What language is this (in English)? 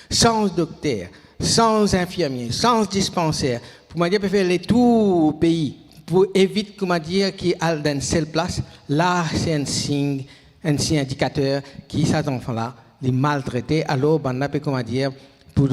Morisyen